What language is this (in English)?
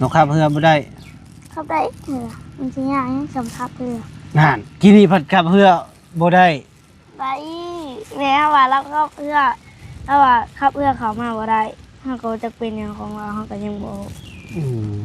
Lao